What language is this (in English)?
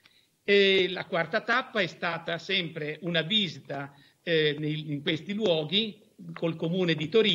Italian